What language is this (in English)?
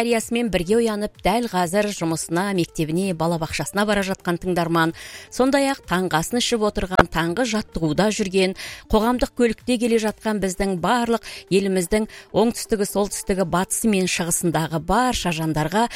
Kazakh